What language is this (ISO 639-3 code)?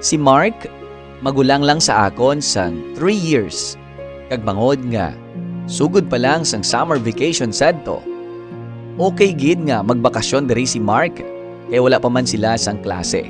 hil